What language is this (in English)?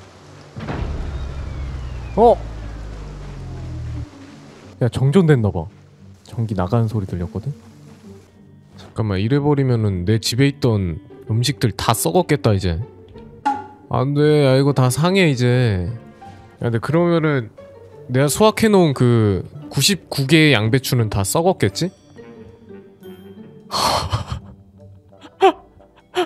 Korean